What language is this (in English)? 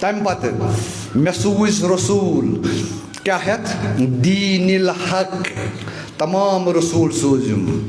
Kashmiri